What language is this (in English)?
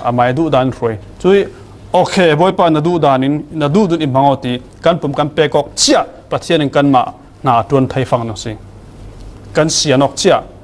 Falam Chin